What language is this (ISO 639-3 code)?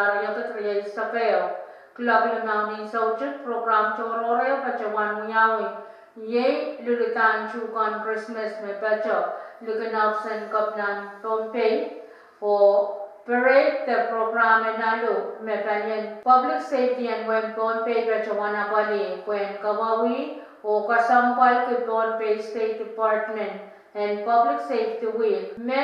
pon